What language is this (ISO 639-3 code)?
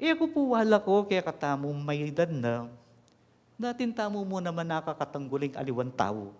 pam